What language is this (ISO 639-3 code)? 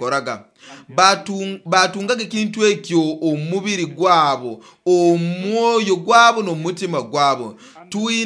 nyo